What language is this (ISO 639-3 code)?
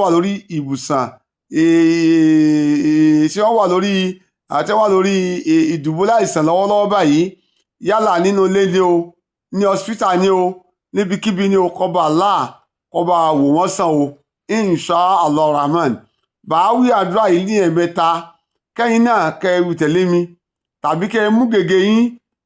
yor